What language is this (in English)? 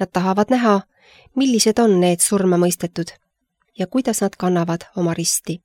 Estonian